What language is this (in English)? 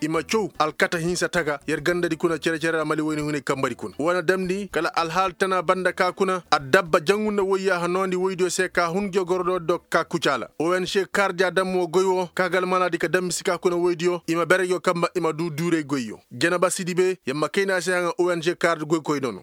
Koyraboro Senni